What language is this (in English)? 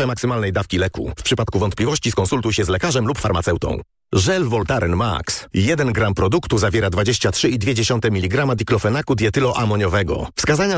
Polish